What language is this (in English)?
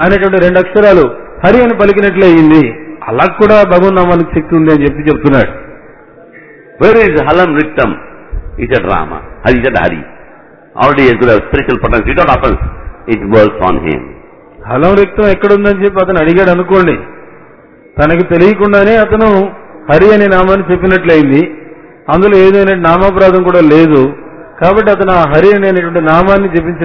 Telugu